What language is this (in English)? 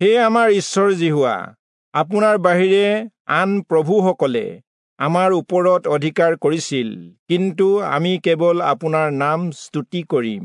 Assamese